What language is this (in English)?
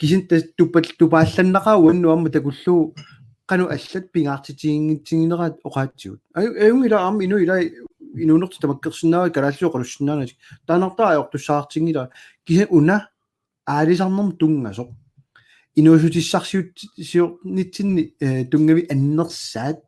Kalaallisut